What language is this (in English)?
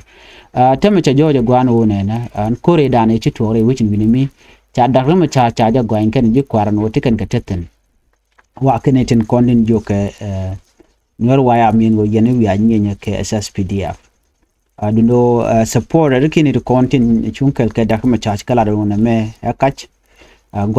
Nuer